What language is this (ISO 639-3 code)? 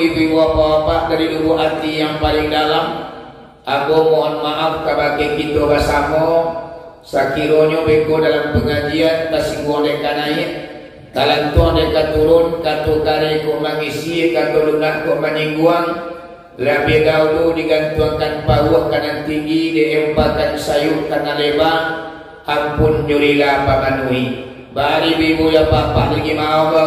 min